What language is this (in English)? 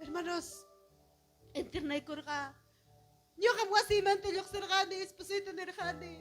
Ayacucho Quechua